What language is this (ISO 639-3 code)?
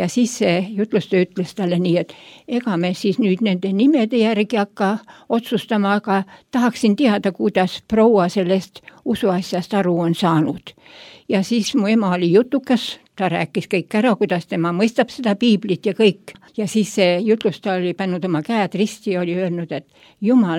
est